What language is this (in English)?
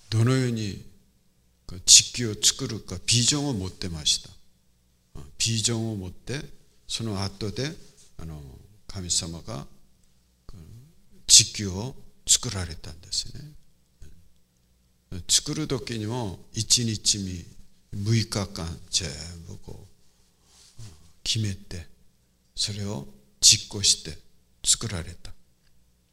Japanese